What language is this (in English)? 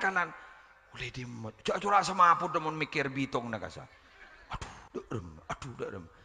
Madurese